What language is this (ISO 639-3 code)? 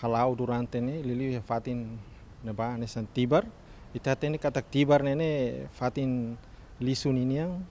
tet